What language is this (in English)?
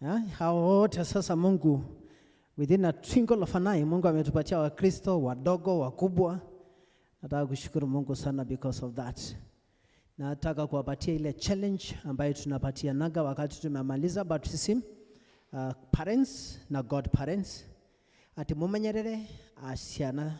Kikuyu